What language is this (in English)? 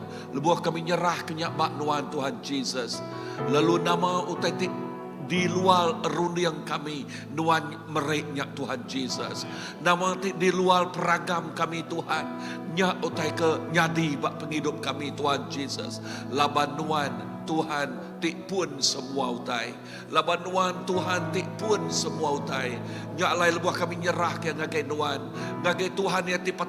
Iban